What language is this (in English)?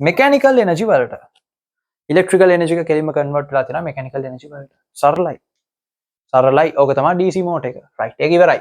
Sinhala